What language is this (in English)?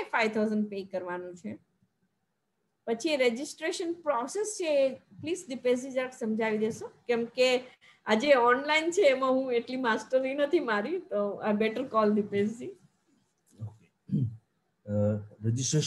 Gujarati